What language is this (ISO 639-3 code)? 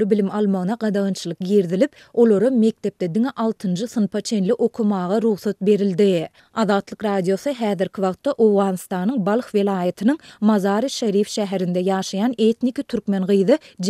tuk